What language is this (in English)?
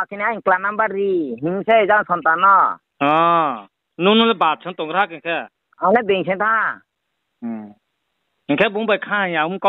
Riang (India)